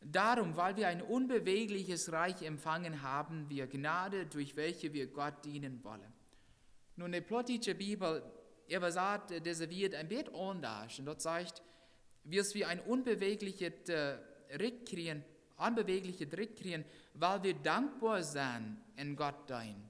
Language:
Plautdietsch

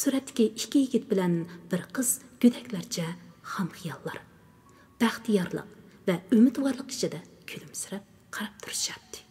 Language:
Uyghur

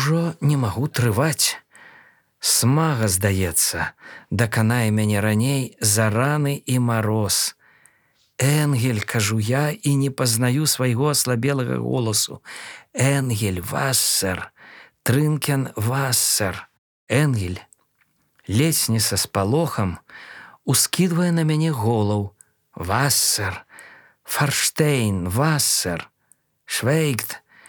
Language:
Belarusian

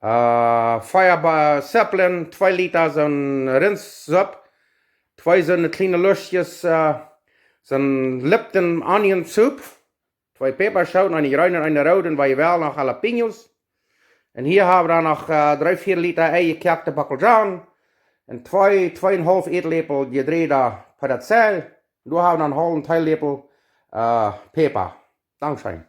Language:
Plautdietsch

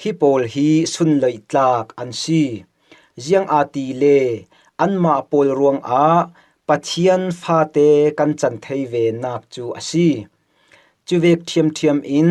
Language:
Falam Chin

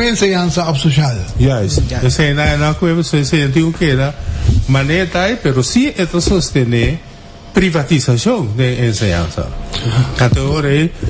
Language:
Papiamento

